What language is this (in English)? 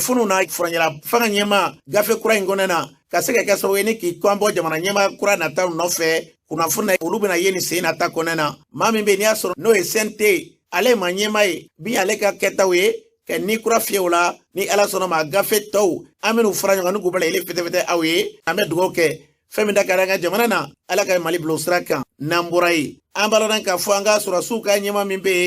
Bambara